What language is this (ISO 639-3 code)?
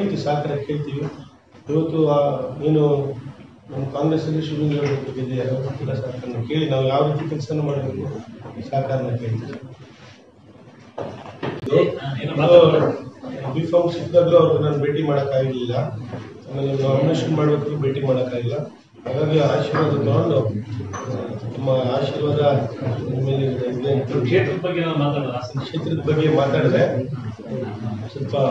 kan